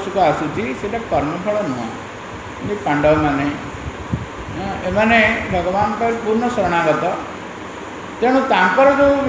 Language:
Odia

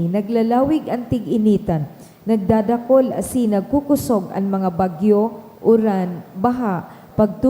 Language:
Bikol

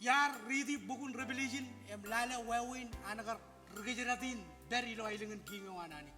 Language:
Marshallese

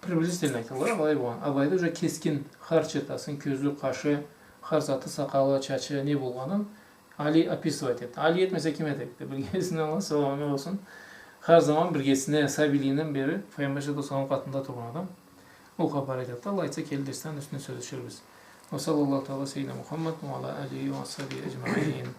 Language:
Karachay-Balkar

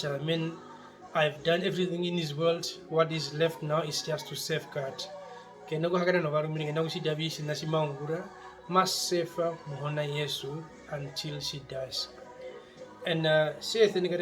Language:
Herero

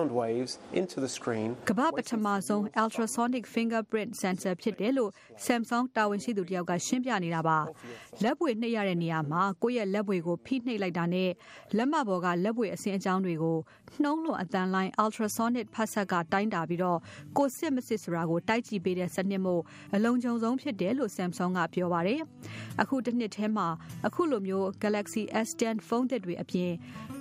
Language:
Burmese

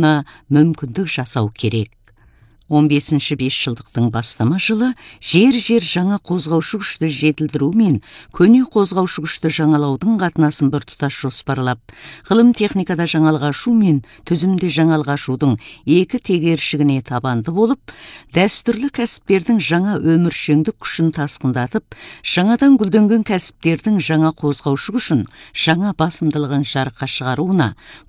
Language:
Kazakh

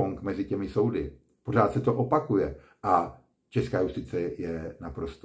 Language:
Czech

